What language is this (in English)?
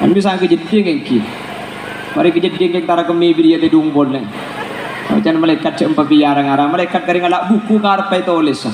Madurese